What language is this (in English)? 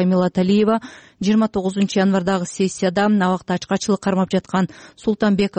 Kyrgyz